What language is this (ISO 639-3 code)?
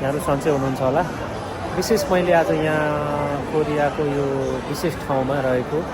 nep